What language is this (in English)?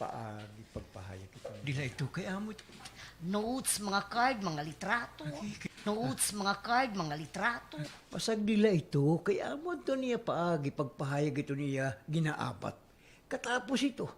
Waray